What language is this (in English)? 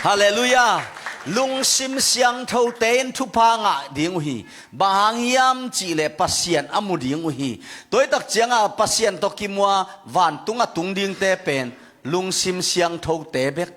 Tedim Chin